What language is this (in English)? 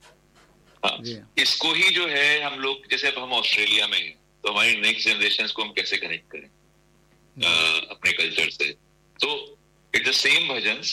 Hindi